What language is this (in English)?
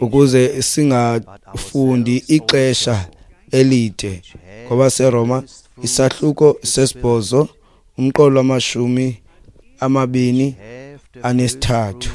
Xhosa